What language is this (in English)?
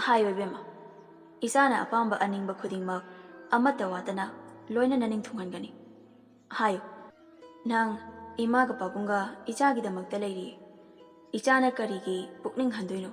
Manipuri